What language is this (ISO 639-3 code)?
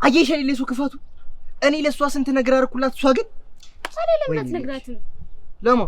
amh